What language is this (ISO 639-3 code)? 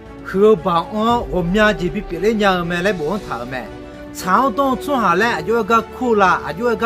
ahk